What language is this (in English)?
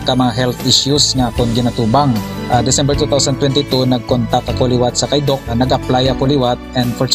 Hiligaynon